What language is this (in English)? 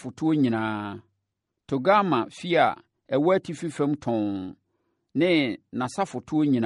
Akan